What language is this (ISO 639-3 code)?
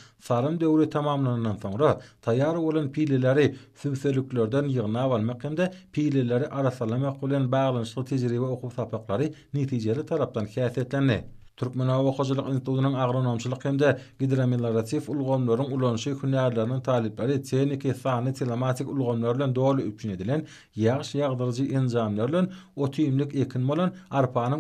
tuk